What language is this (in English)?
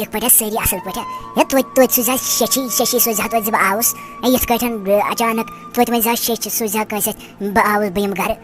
Kashmiri